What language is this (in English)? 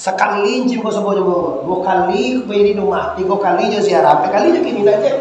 Minangkabau